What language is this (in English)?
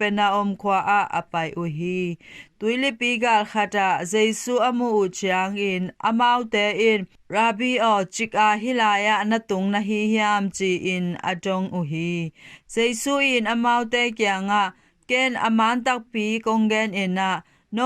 Tedim Chin